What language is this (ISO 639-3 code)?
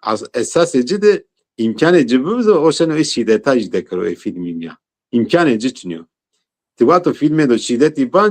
zza